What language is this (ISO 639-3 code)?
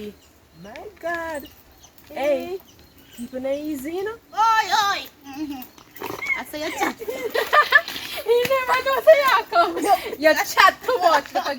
jam